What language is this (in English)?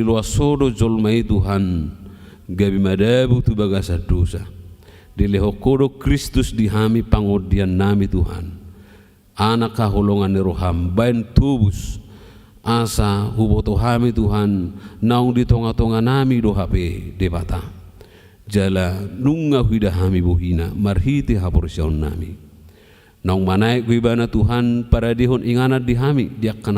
Batak Toba